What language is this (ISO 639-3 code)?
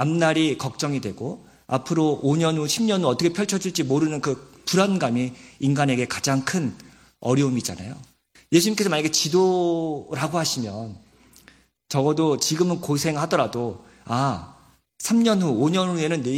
kor